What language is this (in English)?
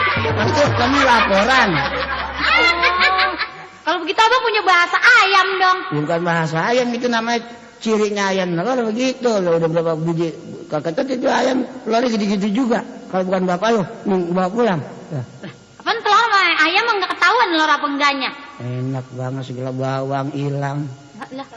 Betawi